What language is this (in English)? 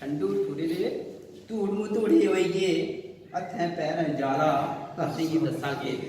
Dogri